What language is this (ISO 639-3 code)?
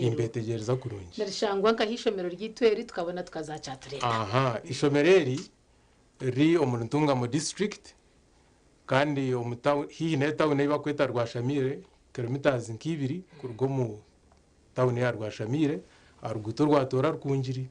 nyn